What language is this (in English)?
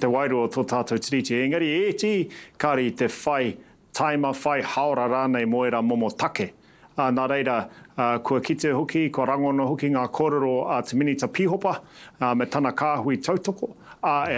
Māori